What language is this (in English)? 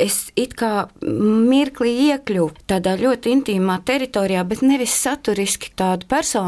Latvian